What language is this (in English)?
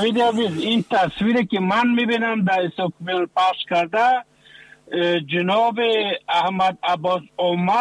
Persian